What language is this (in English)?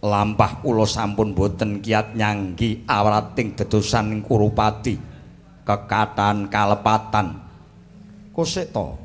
Javanese